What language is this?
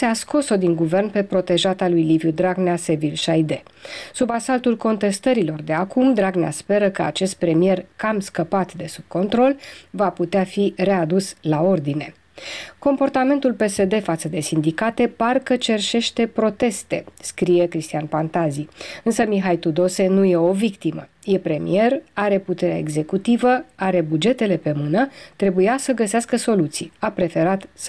Romanian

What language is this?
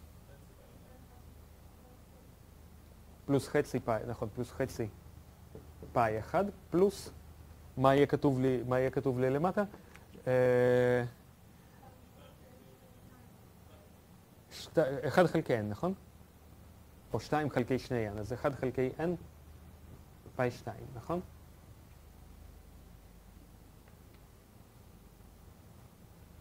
Hebrew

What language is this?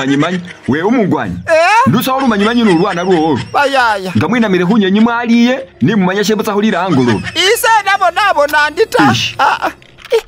Masaaba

